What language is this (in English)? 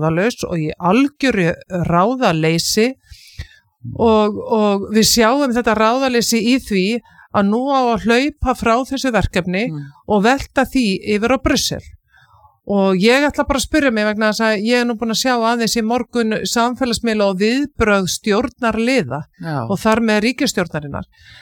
Icelandic